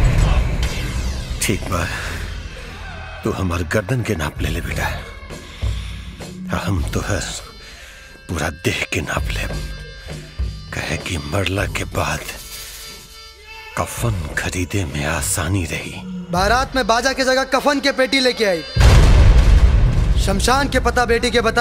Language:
Bhojpuri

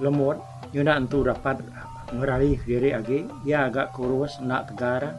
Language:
Iban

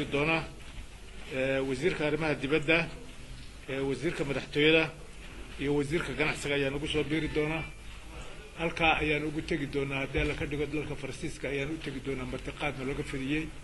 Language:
Somali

